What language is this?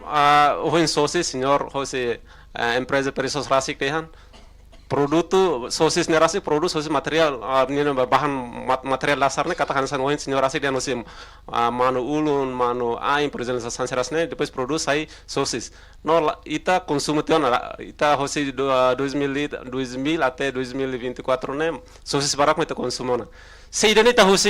Tetum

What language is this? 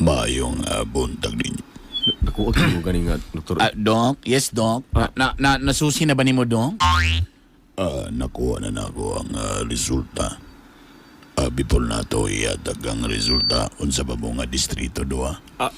Cebuano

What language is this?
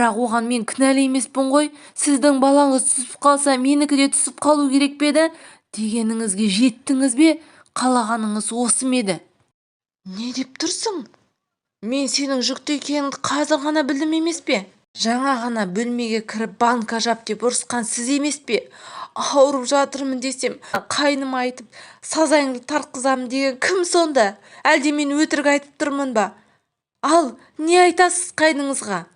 Kazakh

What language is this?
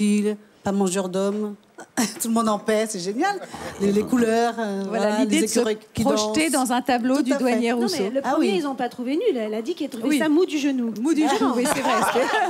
French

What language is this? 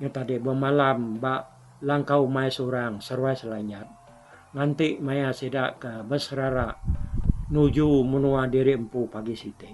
Iban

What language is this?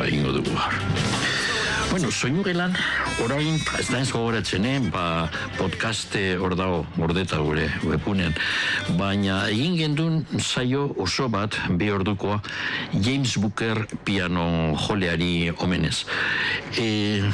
Basque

